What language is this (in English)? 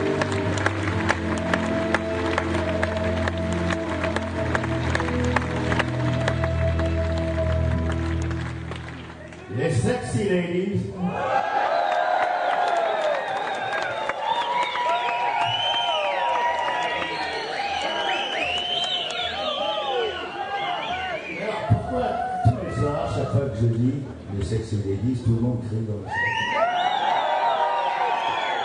French